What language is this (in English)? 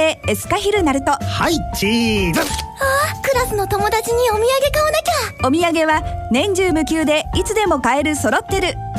Japanese